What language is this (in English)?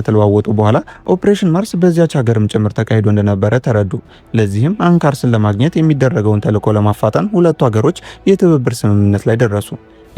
Amharic